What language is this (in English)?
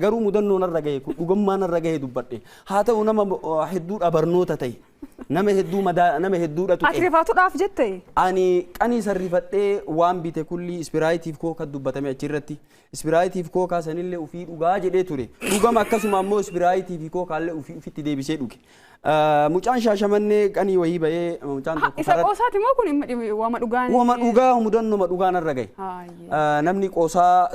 Oromo